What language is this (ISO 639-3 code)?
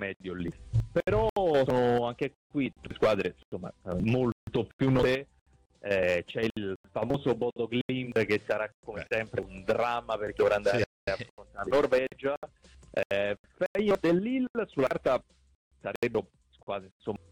ita